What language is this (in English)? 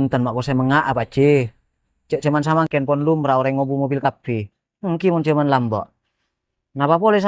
Madurese